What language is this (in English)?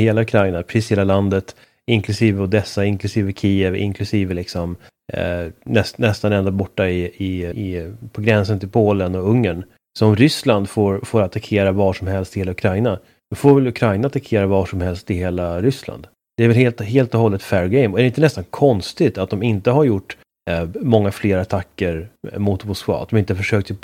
Swedish